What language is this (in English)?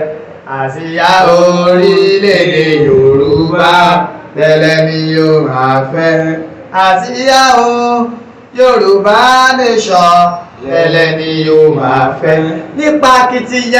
Yoruba